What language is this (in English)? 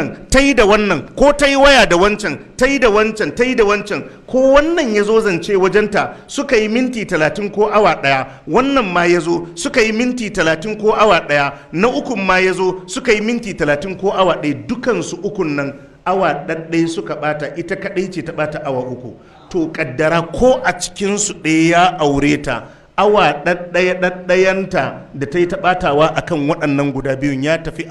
Hausa